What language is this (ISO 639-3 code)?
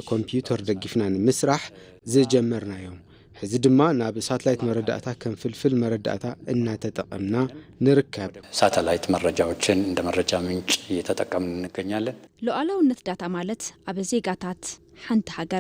tir